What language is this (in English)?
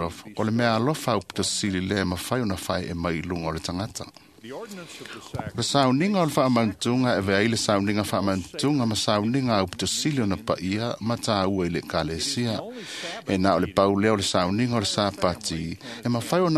Samoan